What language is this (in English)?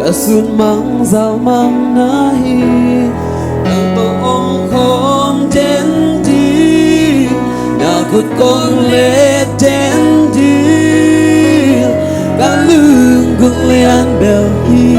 Tedim Chin